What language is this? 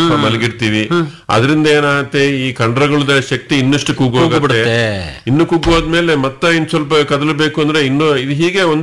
Kannada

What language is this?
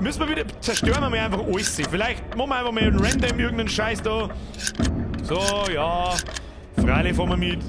Bavarian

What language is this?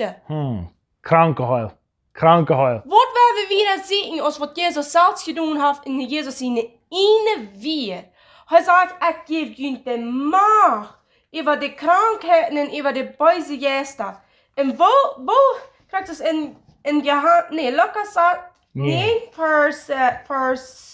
Plautdietsch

